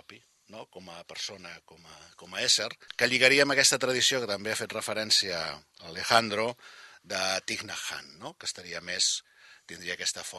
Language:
Catalan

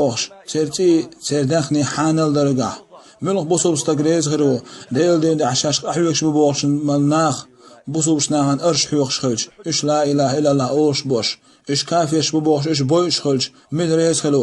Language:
Chechen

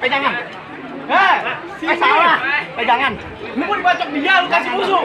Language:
Betawi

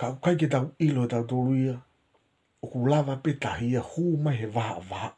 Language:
Tongan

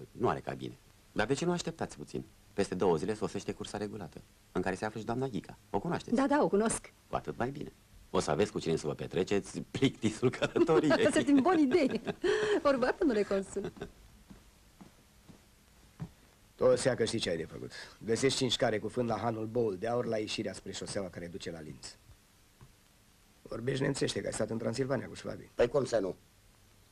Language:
Romanian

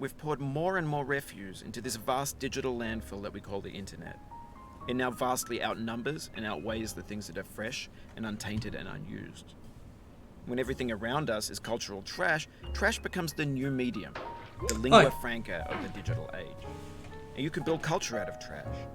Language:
Rusyn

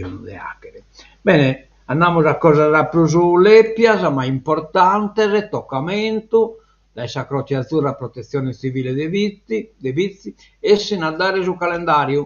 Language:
Sardinian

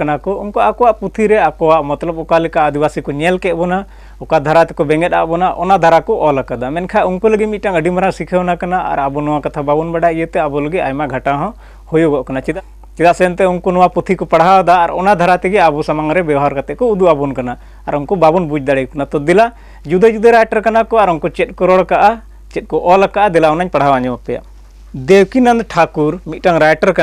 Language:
Santali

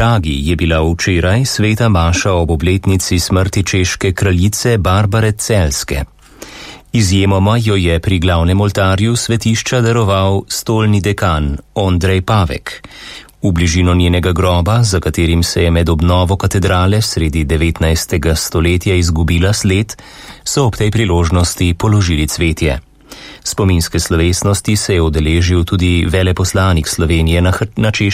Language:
Slovenian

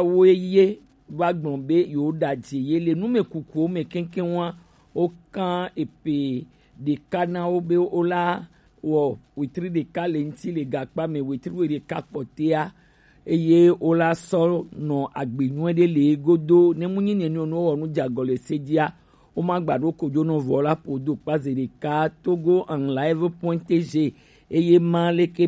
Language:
Gen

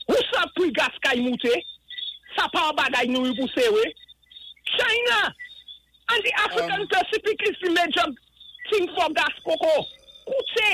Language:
Saint Lucian Creole French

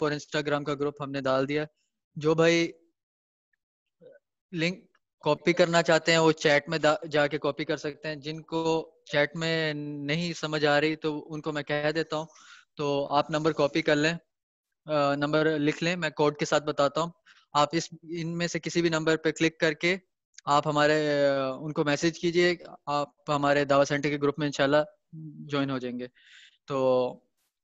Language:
Urdu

